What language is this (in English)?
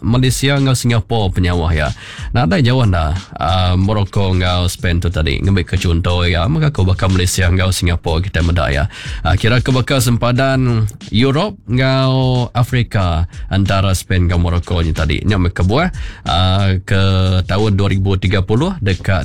Iban